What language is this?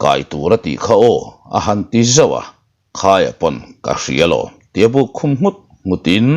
Mizo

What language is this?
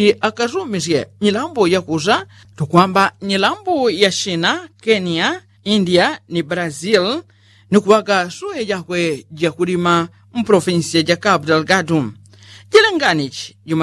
Yao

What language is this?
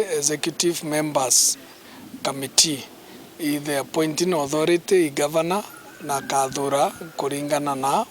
Meru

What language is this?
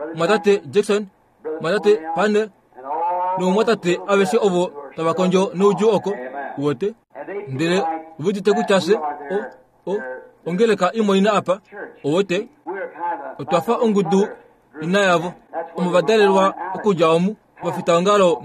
Kuanyama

